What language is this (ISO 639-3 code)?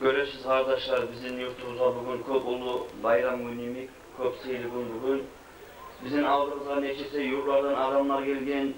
kum